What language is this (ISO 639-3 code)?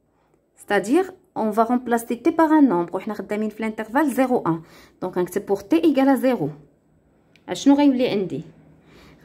ary